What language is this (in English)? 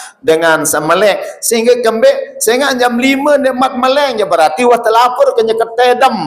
Sasak